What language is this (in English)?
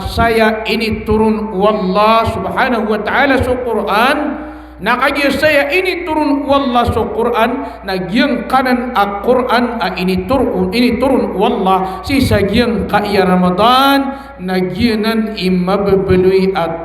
Maranao